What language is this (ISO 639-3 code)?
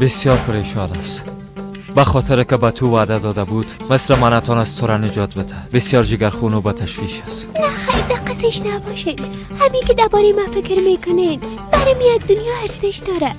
fas